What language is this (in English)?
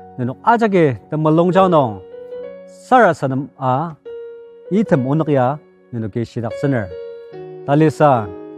Ao Naga